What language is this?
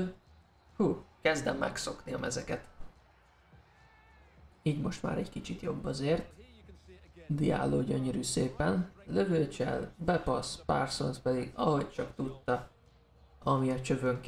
Hungarian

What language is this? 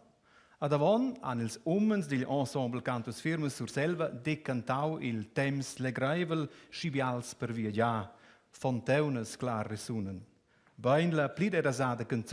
Romansh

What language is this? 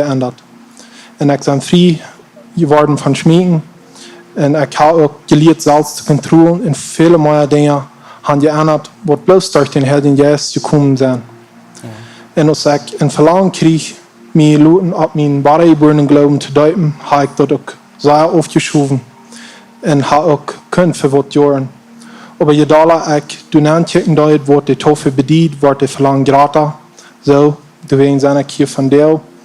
Plautdietsch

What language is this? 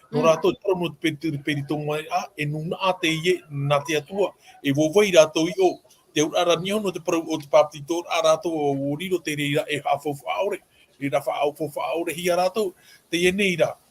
Tahitian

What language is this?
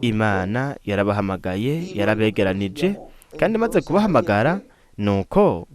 Rundi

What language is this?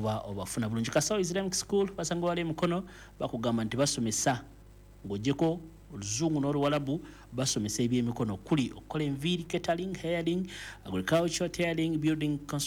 Ganda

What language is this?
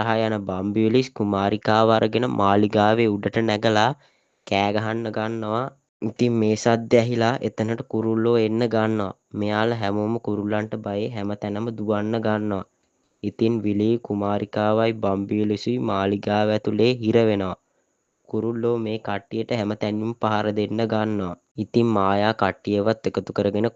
Sinhala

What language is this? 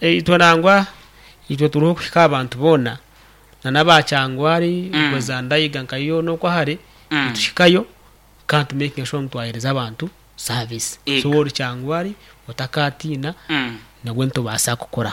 Nyankole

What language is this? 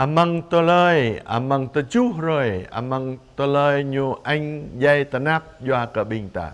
Jarai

